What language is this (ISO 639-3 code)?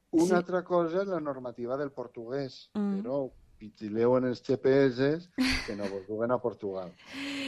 cat